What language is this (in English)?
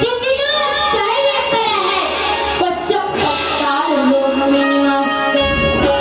Chhattisgarhi